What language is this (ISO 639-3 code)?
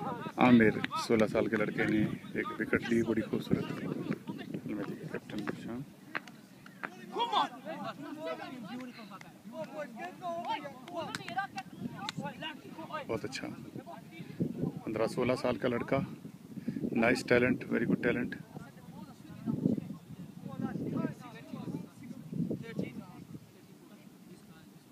hin